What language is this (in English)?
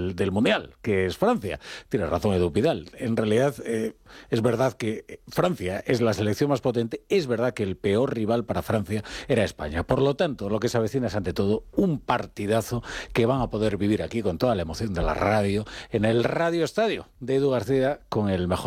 Spanish